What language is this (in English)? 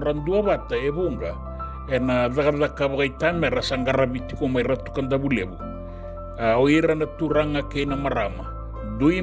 Fijian